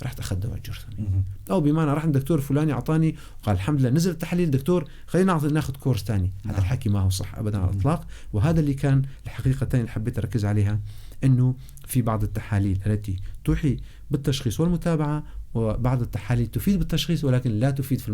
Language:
North Levantine Arabic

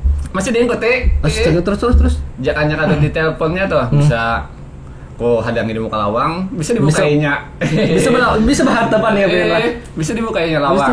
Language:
Banjar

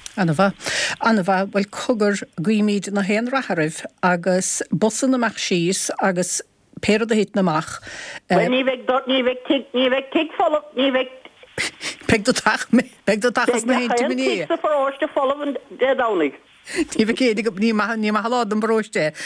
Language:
Irish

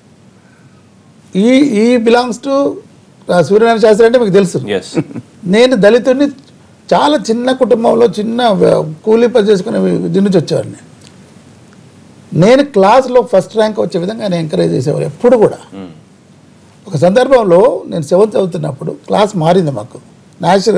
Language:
Telugu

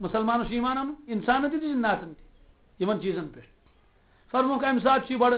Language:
Kashmiri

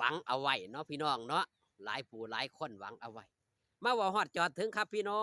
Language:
Northeastern Thai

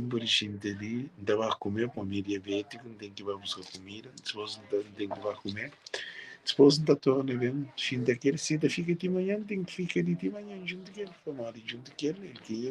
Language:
Kabuverdianu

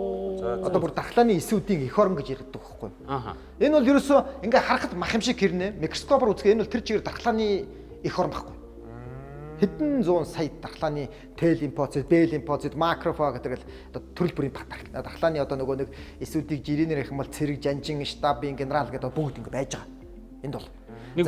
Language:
Mongolian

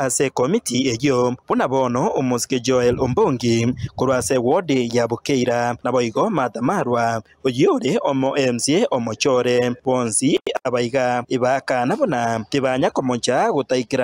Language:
Gusii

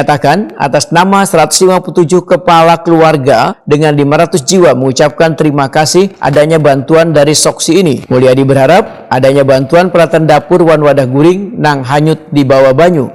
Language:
Banjar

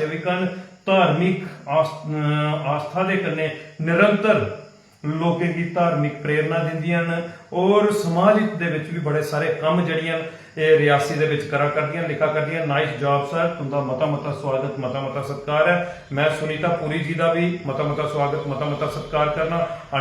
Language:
Dogri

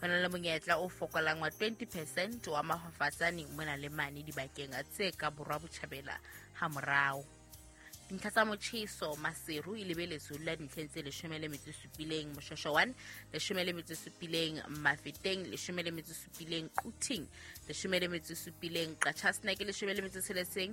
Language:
Southern Sotho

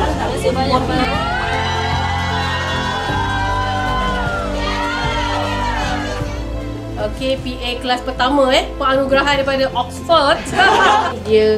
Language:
Malay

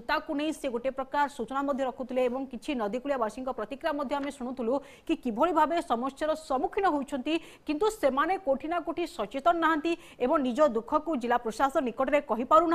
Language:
Odia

